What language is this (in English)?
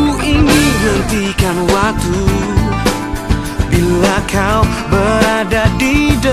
Indonesian